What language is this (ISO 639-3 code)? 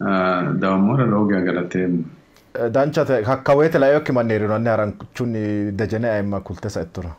sid